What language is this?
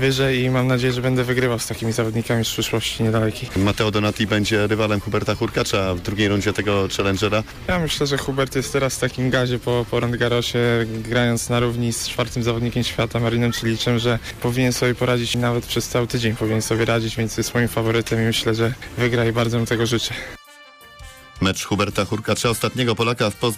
Polish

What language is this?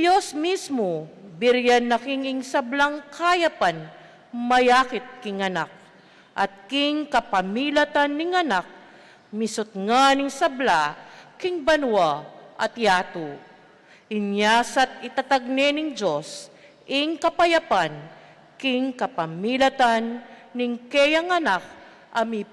Pampanga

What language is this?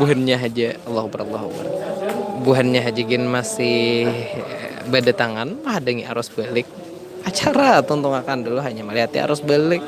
Banjar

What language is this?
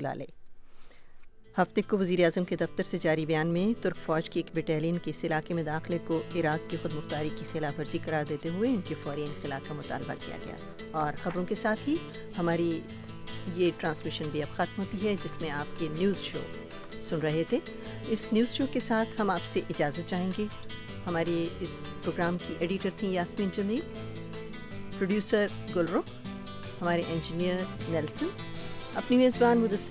Urdu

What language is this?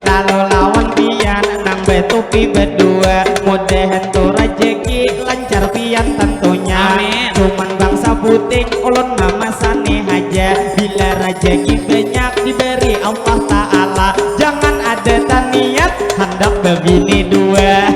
Banjar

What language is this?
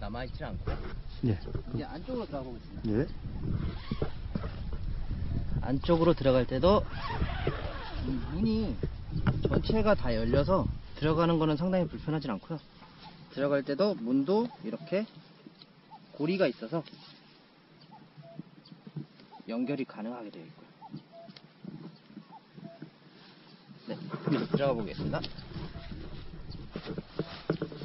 Korean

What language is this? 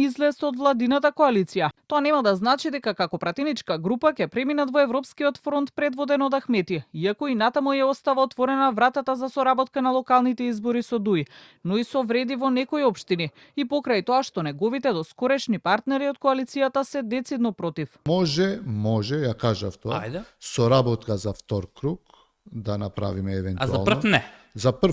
Macedonian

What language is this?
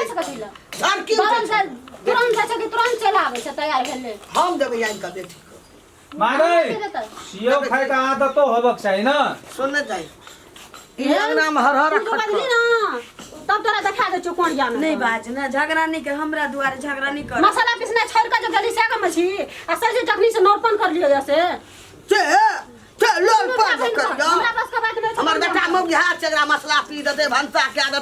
Maithili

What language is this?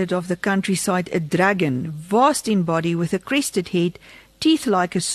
Afrikaans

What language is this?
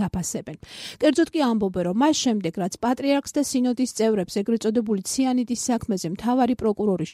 Georgian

